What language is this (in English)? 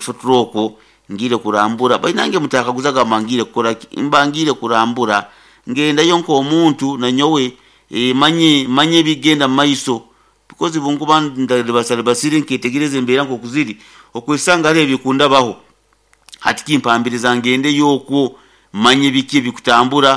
Nyoro